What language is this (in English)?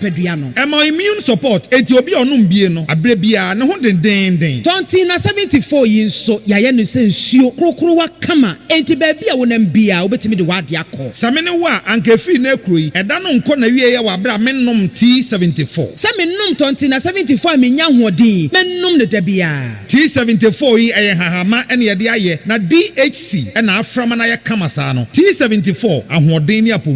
Akan